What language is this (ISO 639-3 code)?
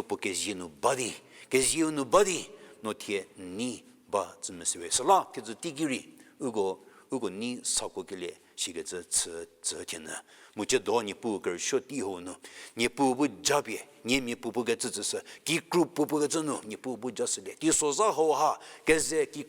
njm